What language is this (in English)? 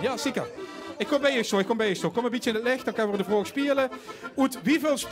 Limburgish